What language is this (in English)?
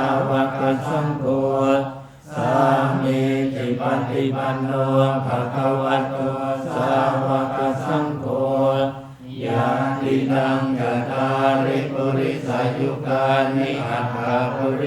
Pali